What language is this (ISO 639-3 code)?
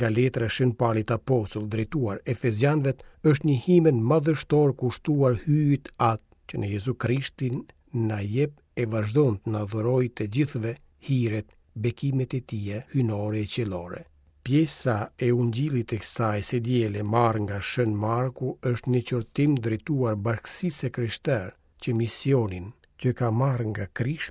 sqi